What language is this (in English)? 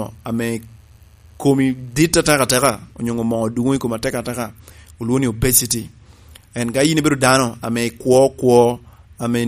Lango (Uganda)